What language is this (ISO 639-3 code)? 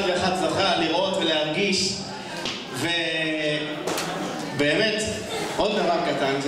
heb